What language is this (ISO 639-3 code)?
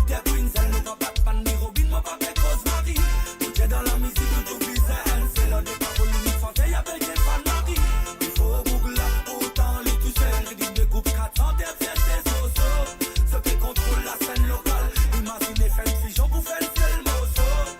mfe